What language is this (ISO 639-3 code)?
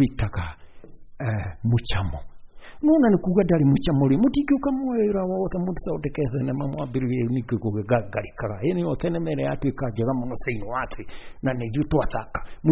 kik